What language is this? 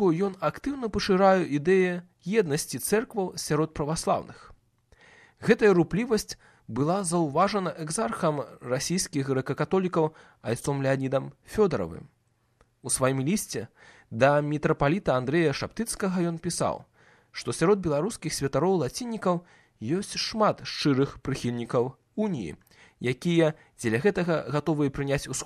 Belarusian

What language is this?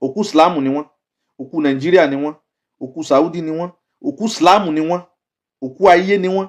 Yoruba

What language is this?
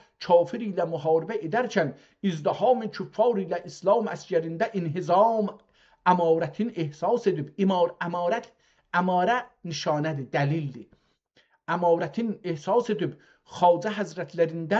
South Azerbaijani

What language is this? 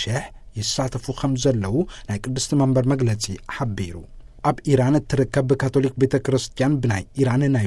Tigrinya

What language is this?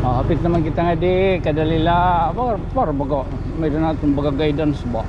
Waray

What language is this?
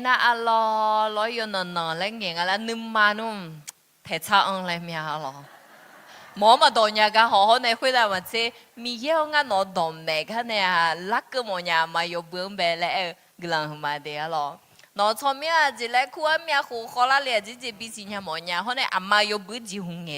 Akha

